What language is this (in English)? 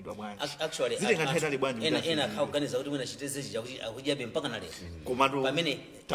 Nyanja